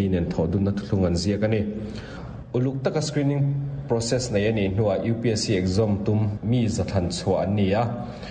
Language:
Mizo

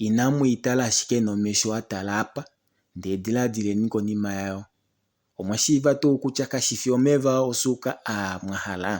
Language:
Kuanyama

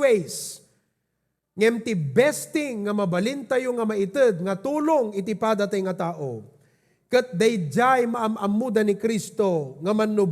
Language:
Iloko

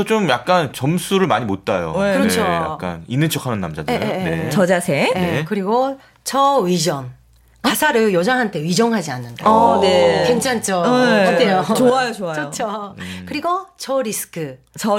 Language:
Korean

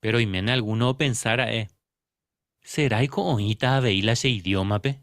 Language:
Guarani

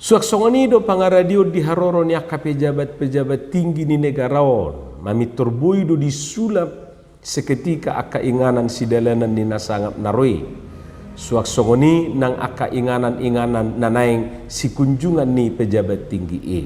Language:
Batak Toba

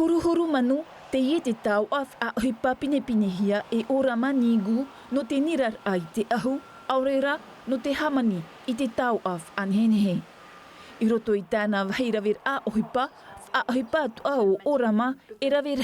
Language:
Tahitian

